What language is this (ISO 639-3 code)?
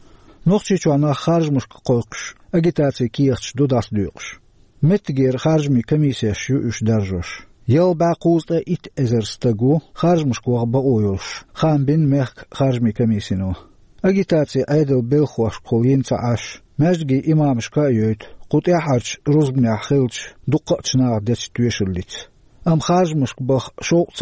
che